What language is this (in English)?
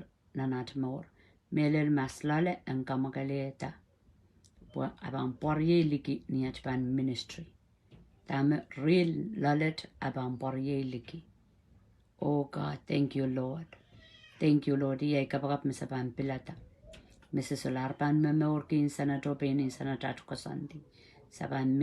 Pohnpeian